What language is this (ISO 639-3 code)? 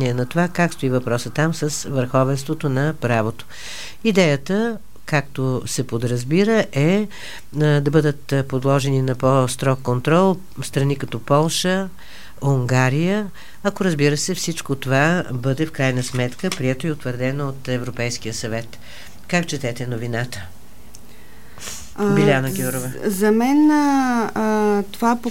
bul